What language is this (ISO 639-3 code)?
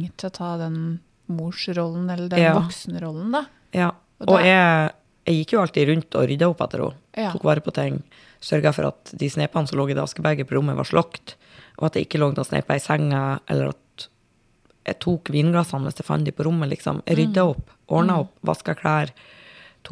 nor